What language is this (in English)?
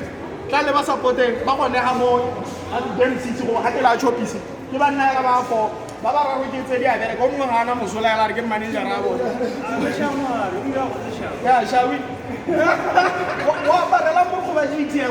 Tswana